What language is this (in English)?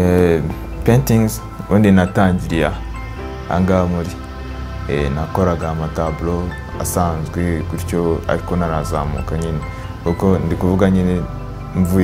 Kinyarwanda